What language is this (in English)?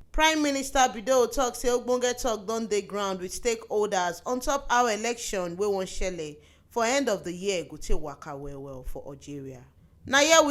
Nigerian Pidgin